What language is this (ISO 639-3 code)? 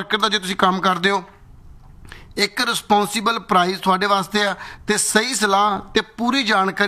pan